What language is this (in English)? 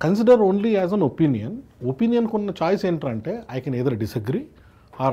Telugu